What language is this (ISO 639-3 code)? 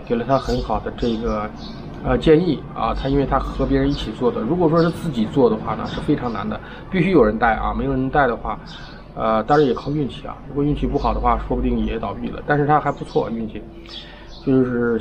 zho